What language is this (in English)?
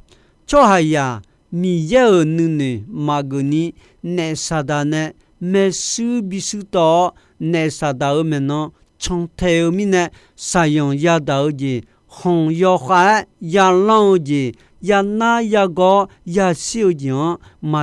Akha